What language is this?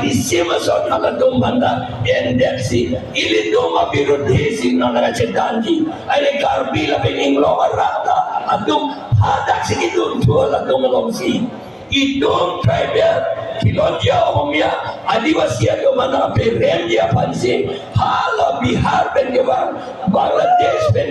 Karbi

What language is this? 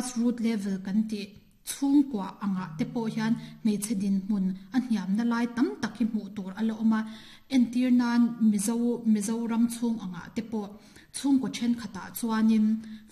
Mizo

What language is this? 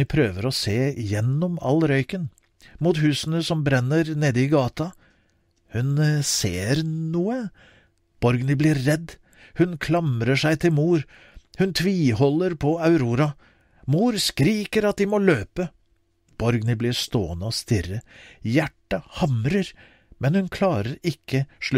Norwegian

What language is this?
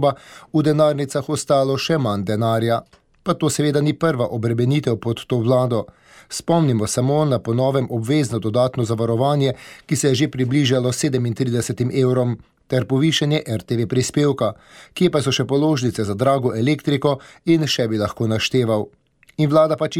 Slovenian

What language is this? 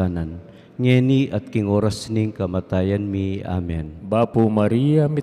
Pampanga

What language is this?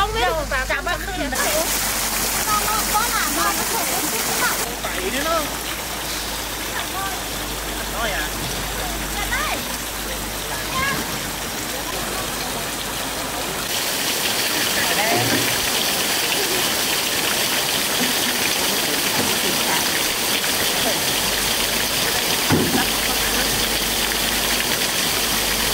Vietnamese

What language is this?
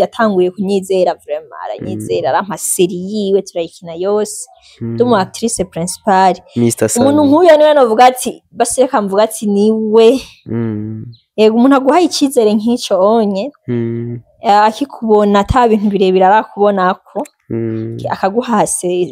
Rundi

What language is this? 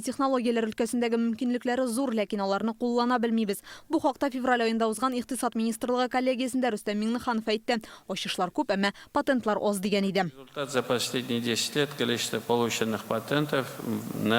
Tatar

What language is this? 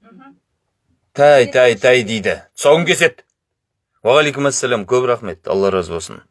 Kazakh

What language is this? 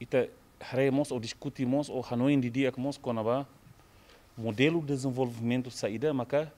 Tetum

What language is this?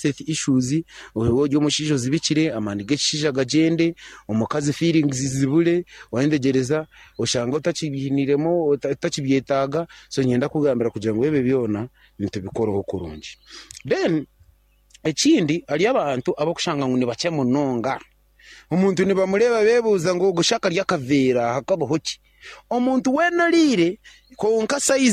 Nyankole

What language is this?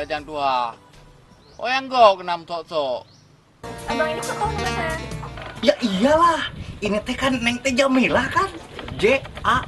Achinese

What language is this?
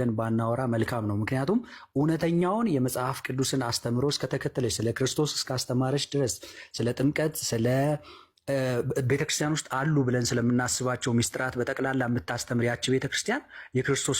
Amharic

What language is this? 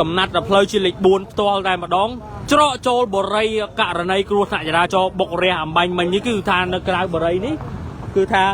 Khmer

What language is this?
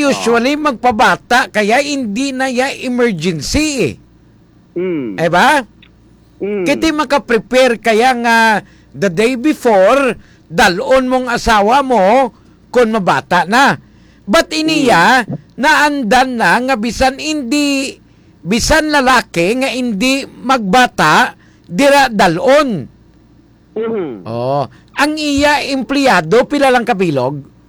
Hiligaynon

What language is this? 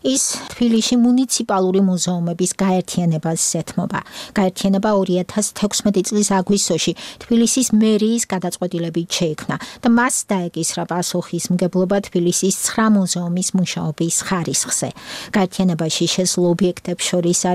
Georgian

